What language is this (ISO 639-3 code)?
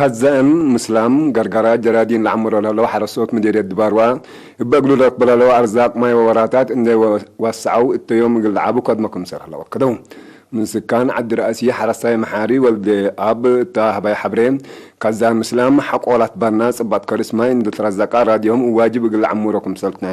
tig